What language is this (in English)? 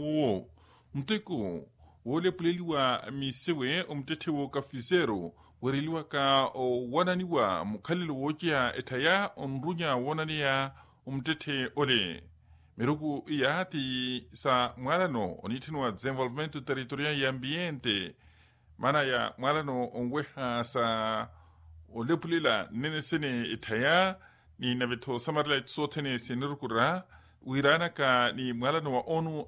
Makhuwa